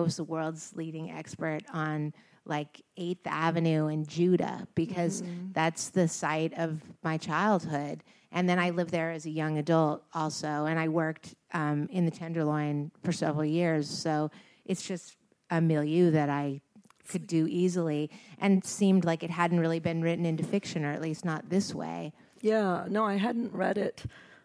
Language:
English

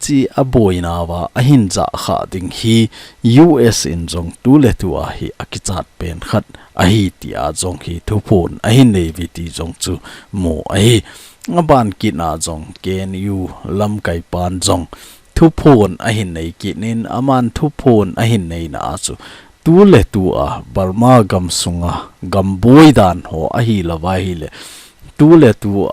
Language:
Thado Chin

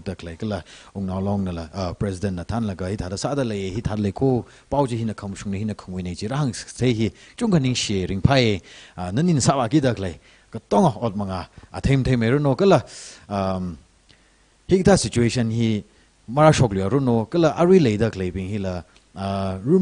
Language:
Tangkhul Naga (India)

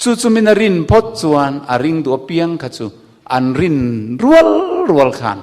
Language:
Mizo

